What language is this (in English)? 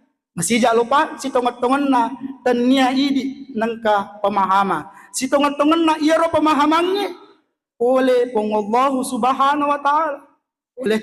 Buginese